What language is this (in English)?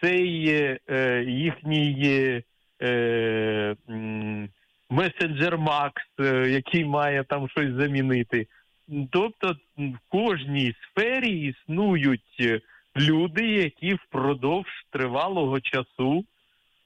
Ukrainian